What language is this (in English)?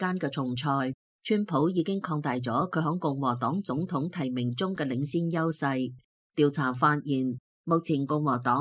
Cantonese